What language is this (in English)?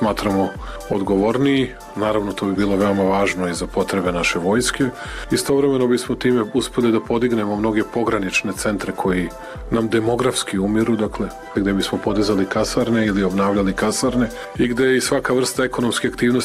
Serbian